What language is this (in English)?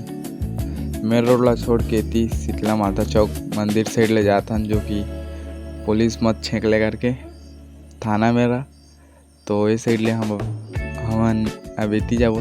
Chhattisgarhi